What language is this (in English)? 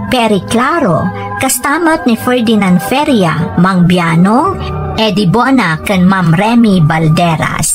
Iloko